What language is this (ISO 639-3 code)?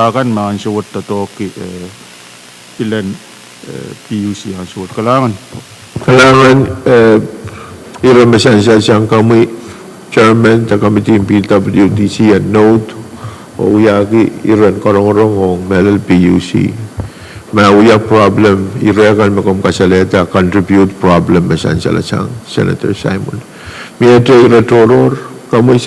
pon